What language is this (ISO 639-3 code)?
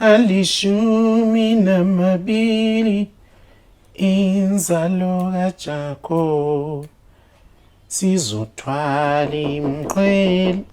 zul